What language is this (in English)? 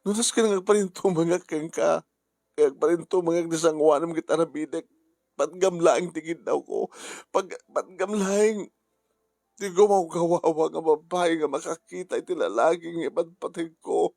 Iloko